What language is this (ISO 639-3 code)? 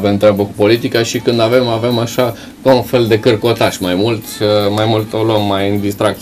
ron